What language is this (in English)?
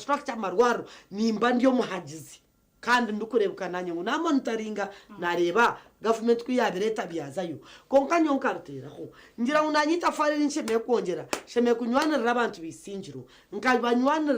Nyankole